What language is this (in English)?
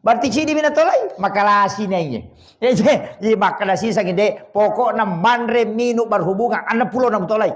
Buginese